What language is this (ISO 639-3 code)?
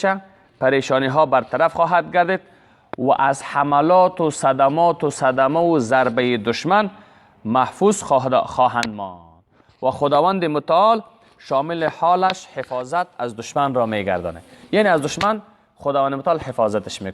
fas